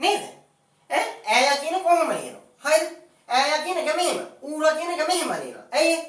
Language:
Sinhala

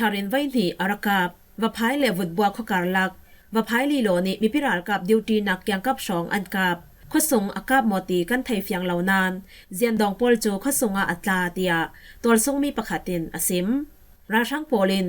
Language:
Falam Chin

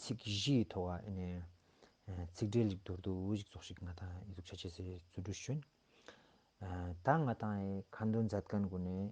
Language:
Ladakhi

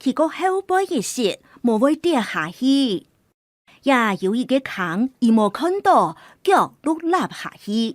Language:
Hakka Chinese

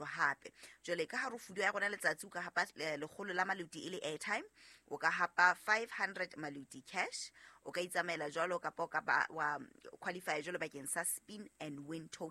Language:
Southern Sotho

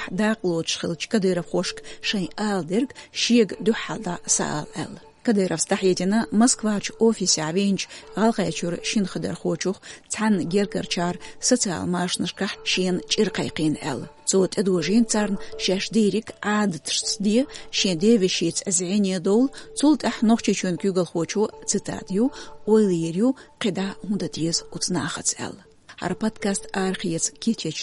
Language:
Chechen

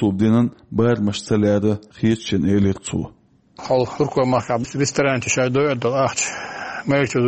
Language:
Chechen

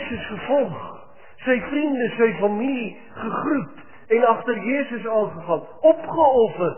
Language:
Afrikaans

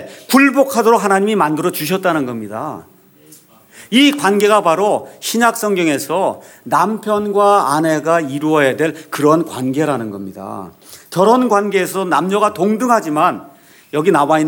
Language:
Korean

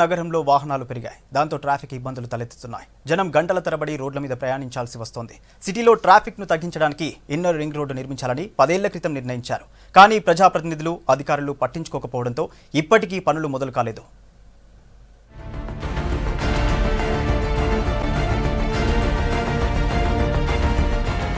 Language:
Telugu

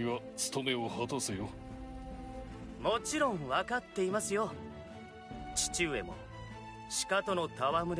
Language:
Japanese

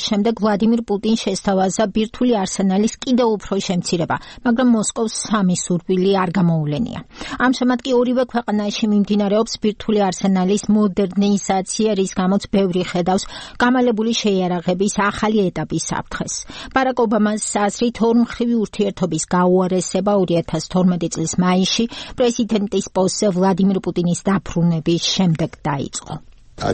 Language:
Georgian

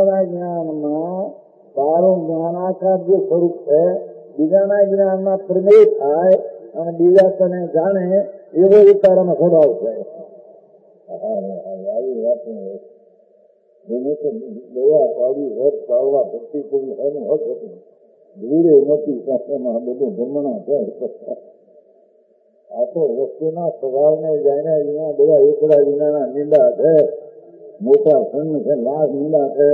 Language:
Gujarati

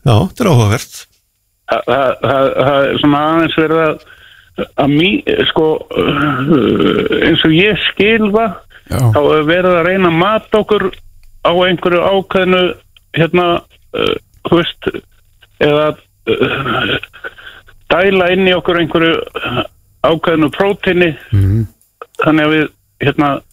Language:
Icelandic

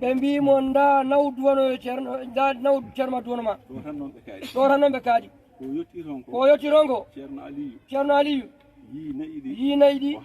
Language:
Fula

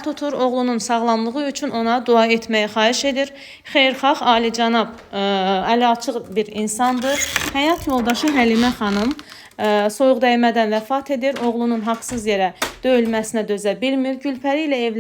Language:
Azerbaijani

